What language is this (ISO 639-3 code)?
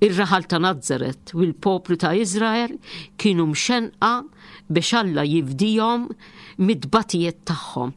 mlt